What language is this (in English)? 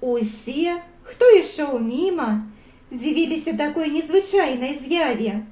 Belarusian